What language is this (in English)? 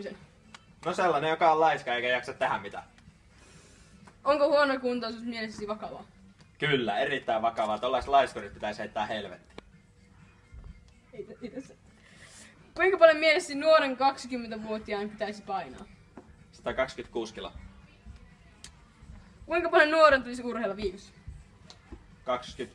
Finnish